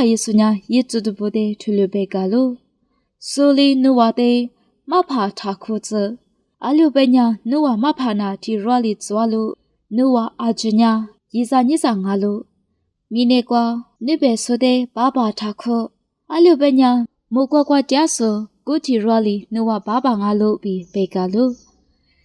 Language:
Lisu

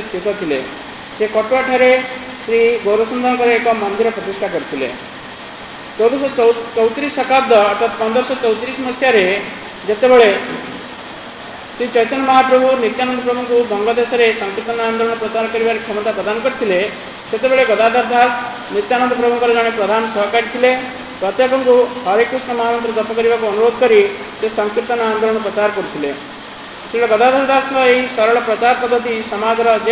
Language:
Odia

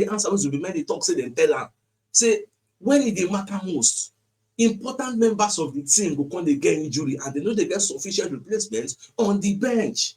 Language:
Nigerian Pidgin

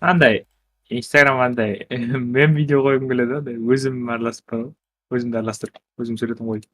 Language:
Kara-Kalpak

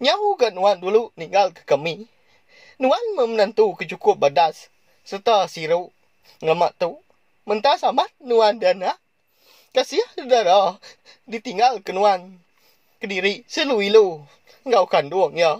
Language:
Iban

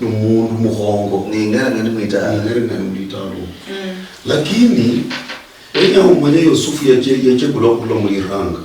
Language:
Luyia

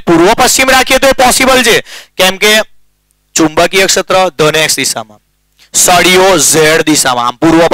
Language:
Gujarati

